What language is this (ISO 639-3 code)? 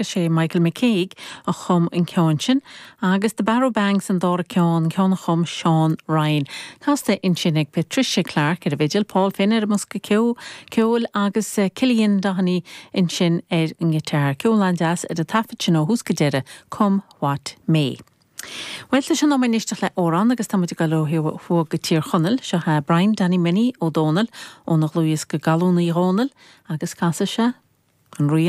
gle